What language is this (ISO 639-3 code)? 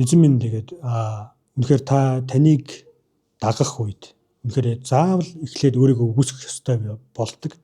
mon